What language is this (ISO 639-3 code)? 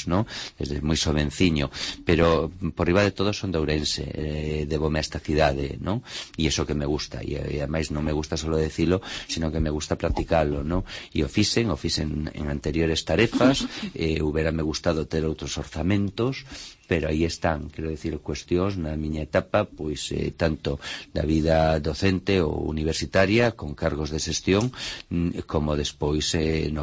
glg